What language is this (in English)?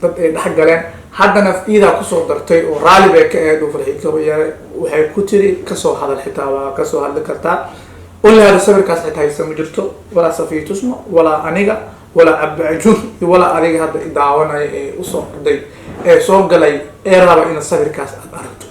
Somali